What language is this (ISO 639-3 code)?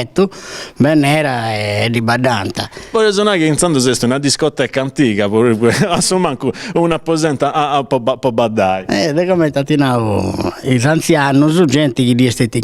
srd